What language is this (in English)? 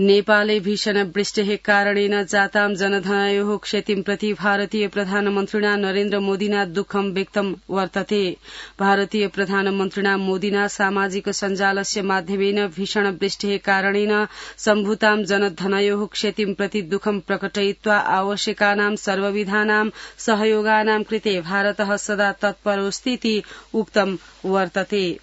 Sanskrit